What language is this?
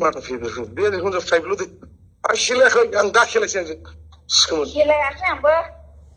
Bodo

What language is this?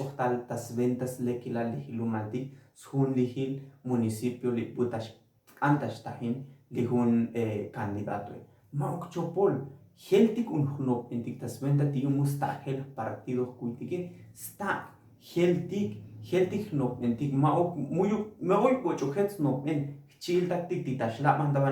Tzotzil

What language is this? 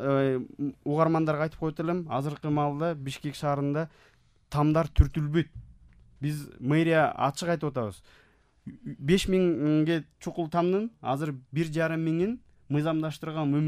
Kyrgyz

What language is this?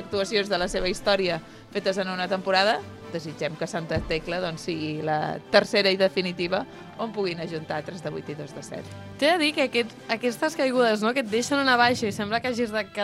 Catalan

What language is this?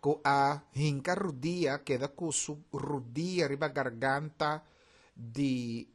Papiamento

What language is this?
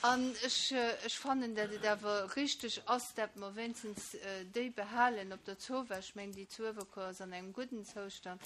Luxembourgish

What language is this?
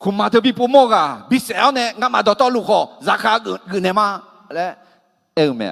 Akha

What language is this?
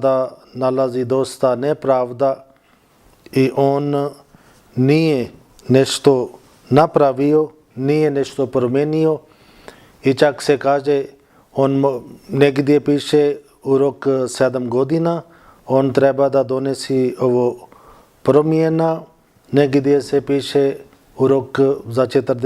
Bosnian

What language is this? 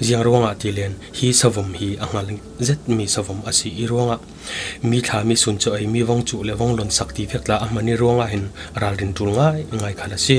Falam Chin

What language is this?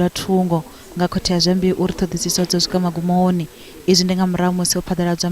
Venda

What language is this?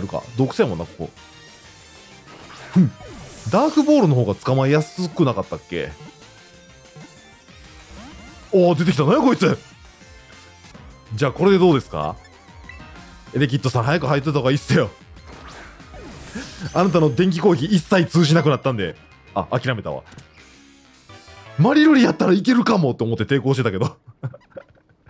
Japanese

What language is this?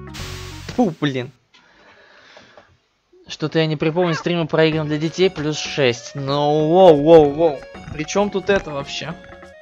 Russian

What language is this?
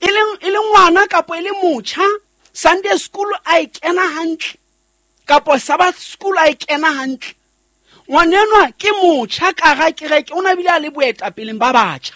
Southern Sotho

